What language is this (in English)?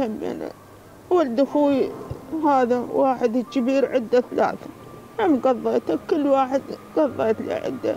Mesopotamian Arabic